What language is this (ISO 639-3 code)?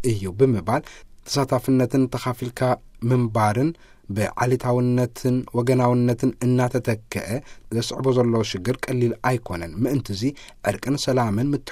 tir